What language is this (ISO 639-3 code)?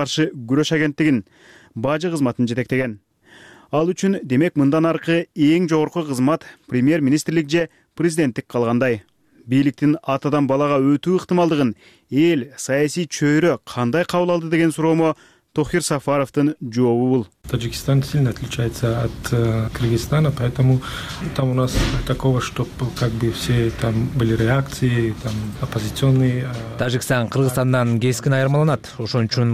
kir